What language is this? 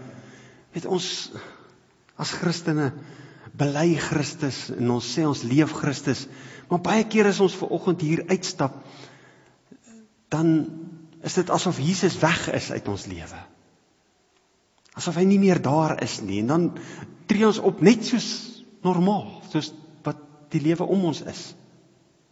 Afrikaans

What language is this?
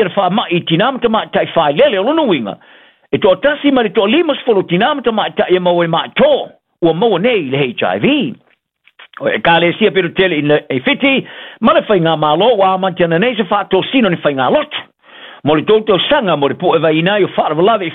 Samoan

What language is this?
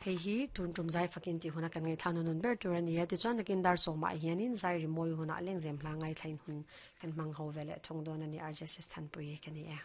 Mizo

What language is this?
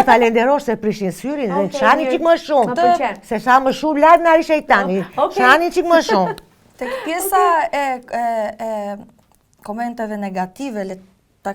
Albanian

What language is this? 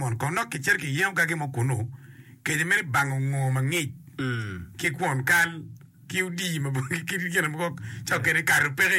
Acoli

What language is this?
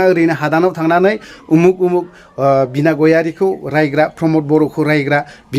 Bodo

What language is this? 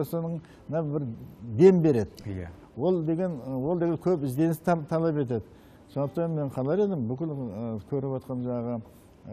Kazakh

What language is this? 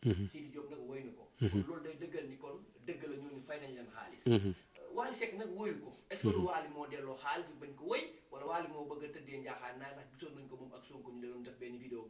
Wolof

